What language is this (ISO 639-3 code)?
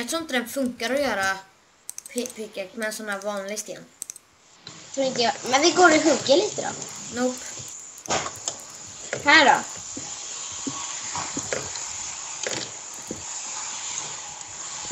swe